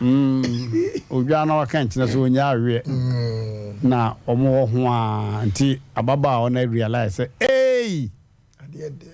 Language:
Akan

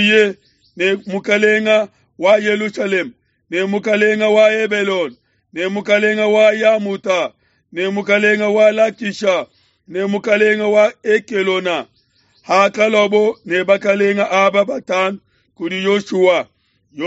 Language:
Luba-Lulua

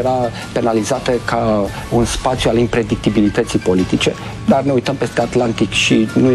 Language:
Romanian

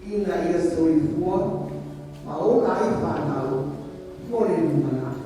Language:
Samoan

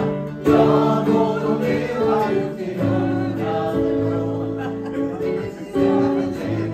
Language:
Swedish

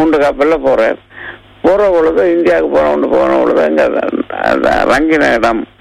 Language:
Tamil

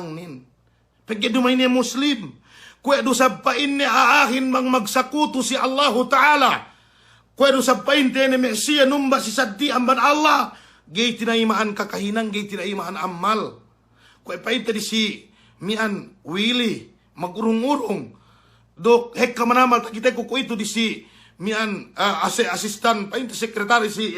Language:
Yakan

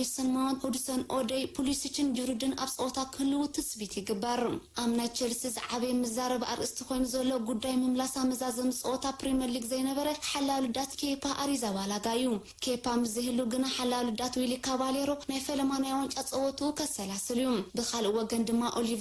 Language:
Tigrinya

